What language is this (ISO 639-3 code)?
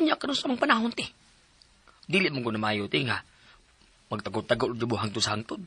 ceb